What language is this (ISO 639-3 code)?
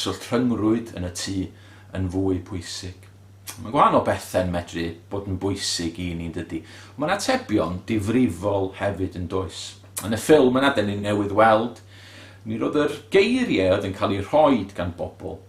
cym